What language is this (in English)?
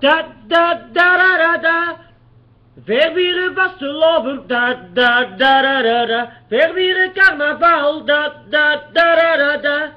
Basque